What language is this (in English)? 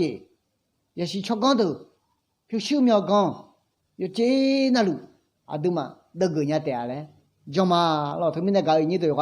Akha